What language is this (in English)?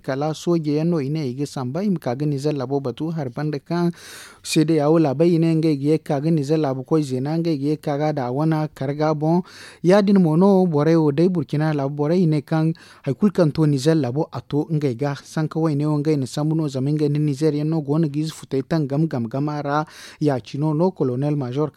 Zarma